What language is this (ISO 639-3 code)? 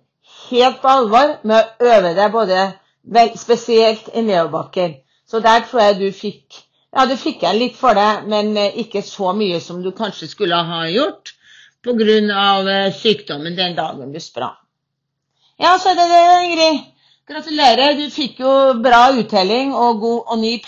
nor